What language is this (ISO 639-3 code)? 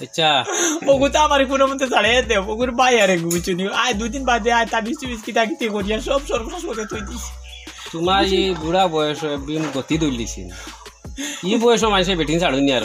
syl